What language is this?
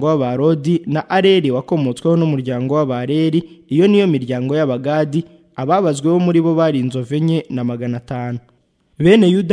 Kinyarwanda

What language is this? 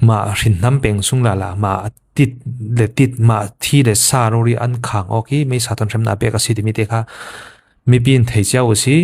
Falam Chin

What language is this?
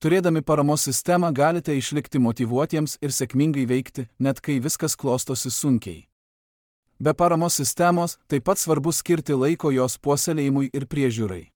Lithuanian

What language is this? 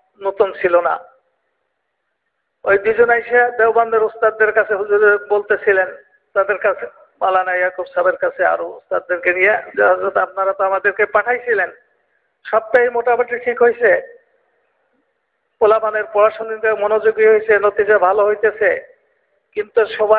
Bangla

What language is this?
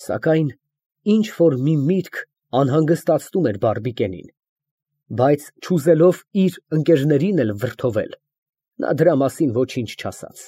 Armenian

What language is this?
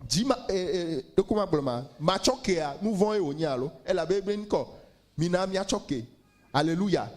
Ewe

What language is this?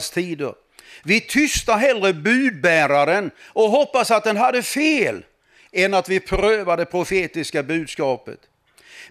Swedish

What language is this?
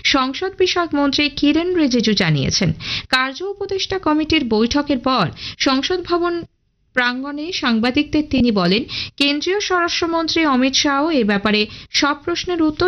Bangla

